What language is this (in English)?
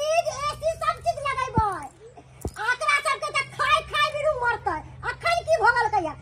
Maithili